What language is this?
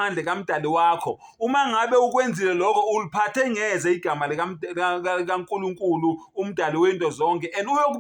Zulu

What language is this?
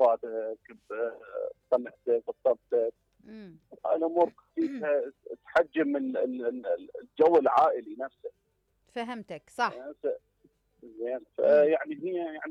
Mesopotamian Arabic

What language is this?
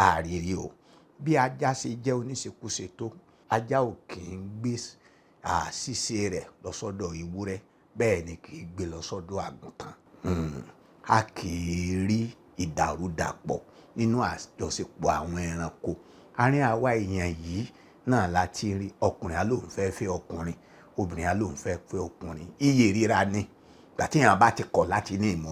Yoruba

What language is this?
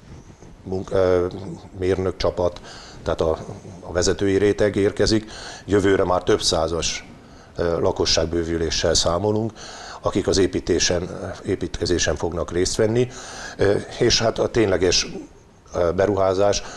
Hungarian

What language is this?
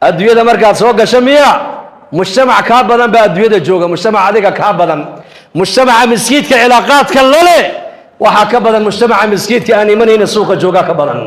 Somali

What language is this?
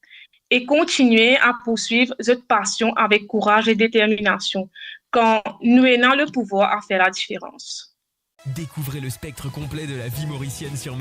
Morisyen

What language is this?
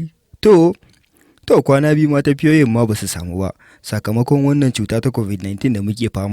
Hausa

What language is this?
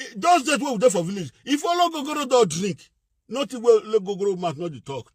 Nigerian Pidgin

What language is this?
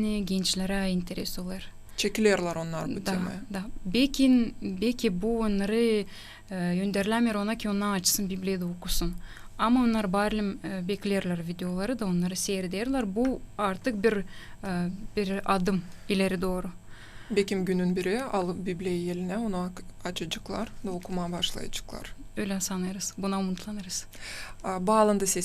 Gagauz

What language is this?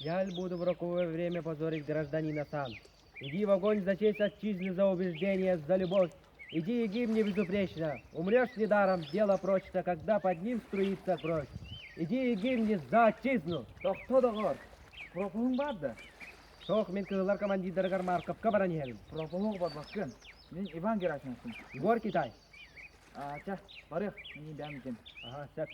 Yakut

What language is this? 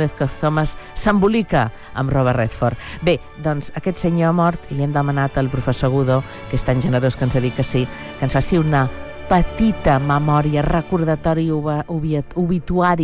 Catalan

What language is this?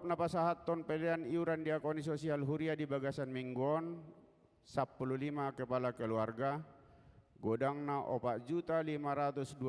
Batak Toba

